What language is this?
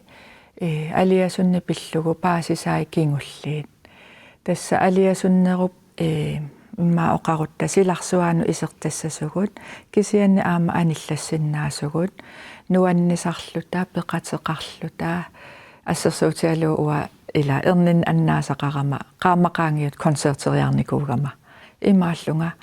Kalaallisut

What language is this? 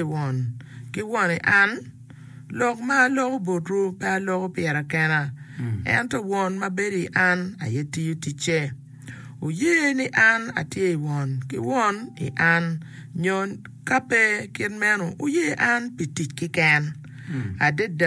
Acoli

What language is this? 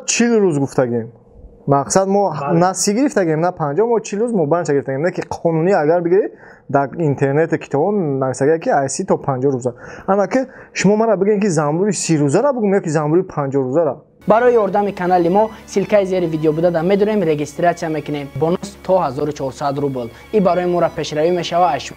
Tajik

